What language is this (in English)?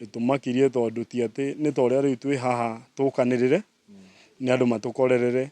Kikuyu